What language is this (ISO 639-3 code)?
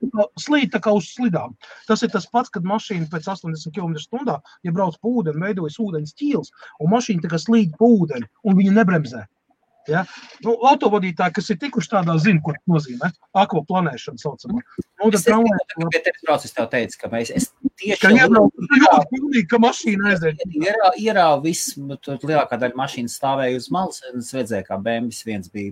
lav